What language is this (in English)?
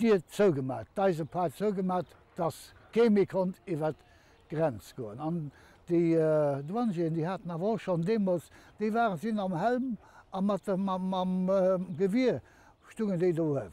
Luxembourgish